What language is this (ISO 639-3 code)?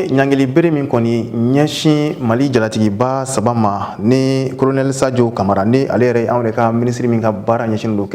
bam